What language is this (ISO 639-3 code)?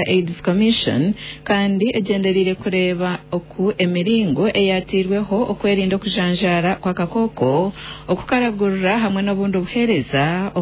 nyn